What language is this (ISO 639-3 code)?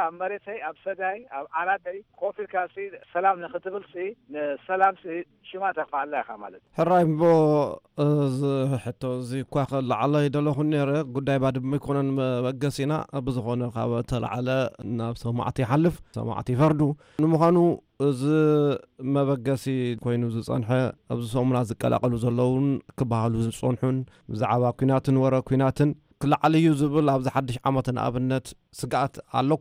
tir